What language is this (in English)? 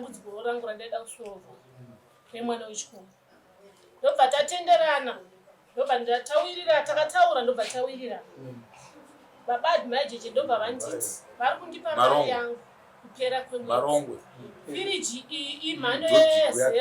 Shona